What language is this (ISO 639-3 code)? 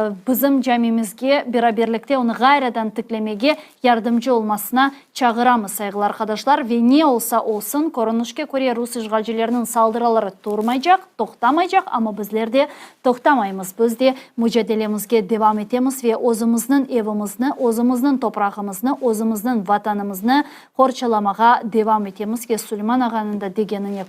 crh